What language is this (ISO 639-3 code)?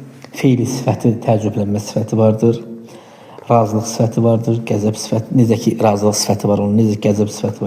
aze